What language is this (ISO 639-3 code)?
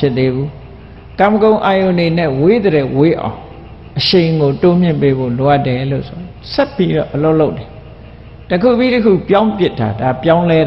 mya